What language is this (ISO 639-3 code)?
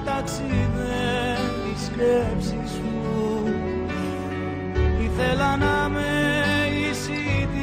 ell